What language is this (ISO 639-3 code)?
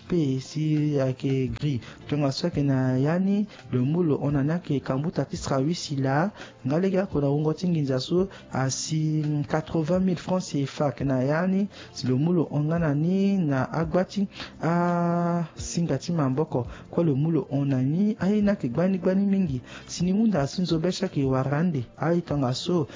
sag